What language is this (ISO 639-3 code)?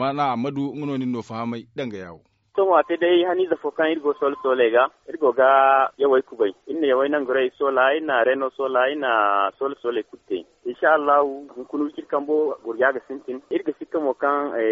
dje